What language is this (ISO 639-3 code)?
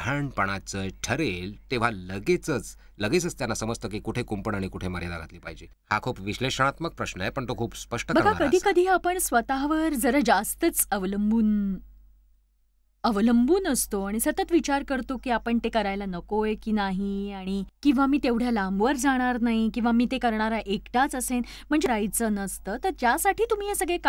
mar